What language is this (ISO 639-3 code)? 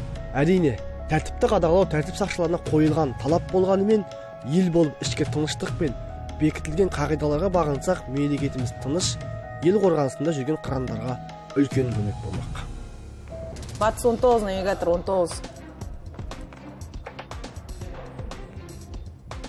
kaz